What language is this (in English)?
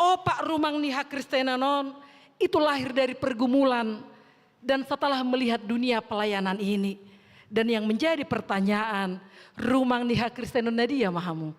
Batak Toba